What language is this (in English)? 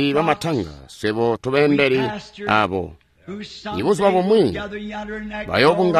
Tonga (Zambia)